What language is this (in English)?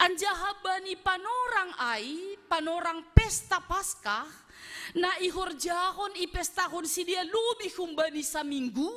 Batak Simalungun